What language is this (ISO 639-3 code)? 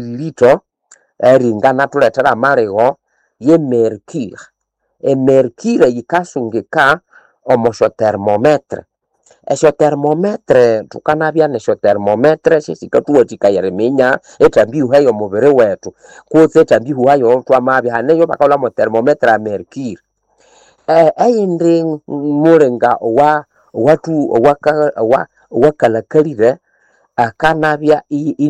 nnb